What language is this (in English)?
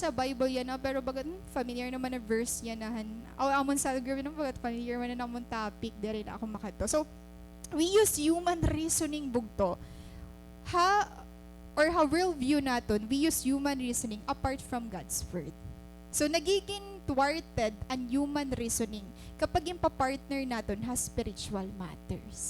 Waray